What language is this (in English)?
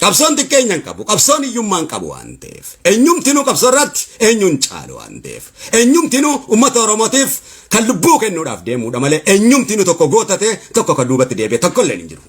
Oromo